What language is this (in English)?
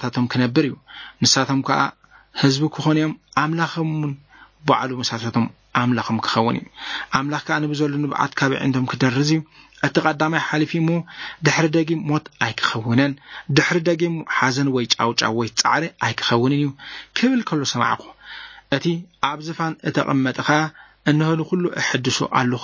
Tigrinya